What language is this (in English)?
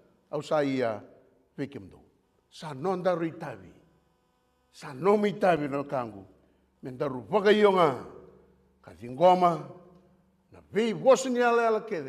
Fijian